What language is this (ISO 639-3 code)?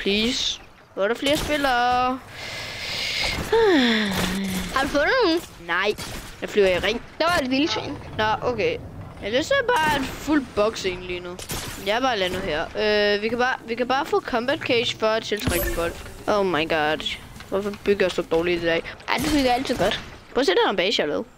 dan